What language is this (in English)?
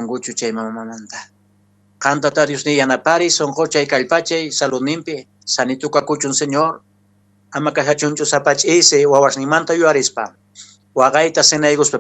Quechua